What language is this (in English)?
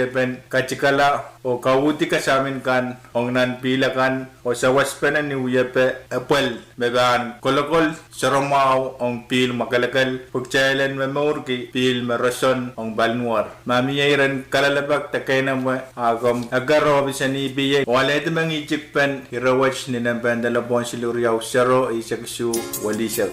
Pohnpeian